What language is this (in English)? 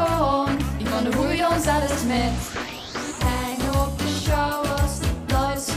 Limburgish